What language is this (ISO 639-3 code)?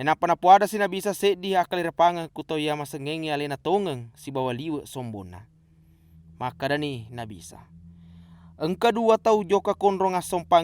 bug